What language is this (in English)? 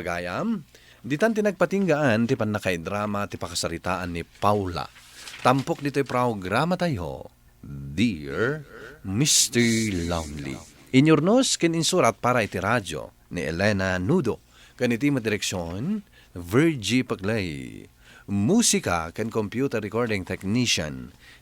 Iloko